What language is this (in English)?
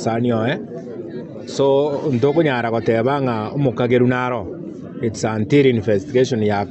Gusii